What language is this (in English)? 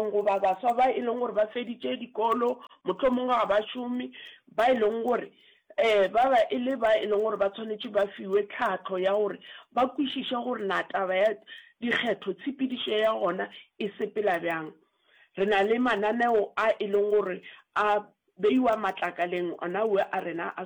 Northern Sotho